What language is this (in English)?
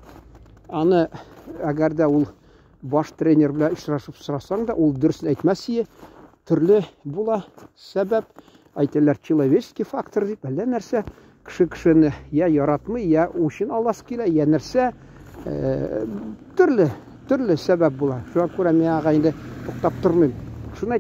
Tatar